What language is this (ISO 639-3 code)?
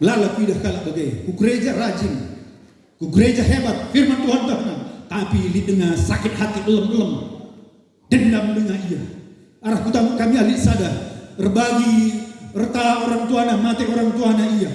btx